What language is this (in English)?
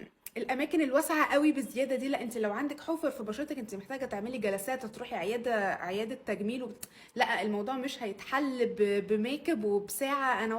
Egyptian Arabic